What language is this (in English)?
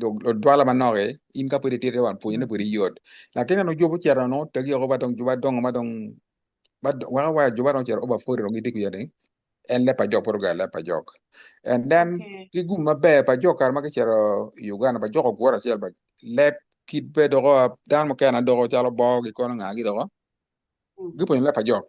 Acoli